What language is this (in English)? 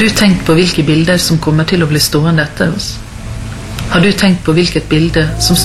Norwegian